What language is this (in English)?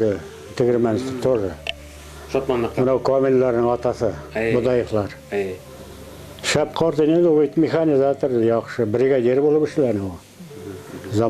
Bashkir